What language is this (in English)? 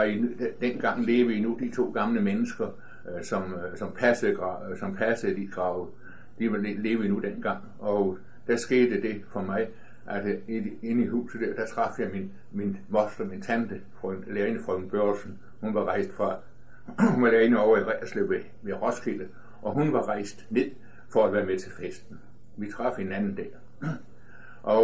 Danish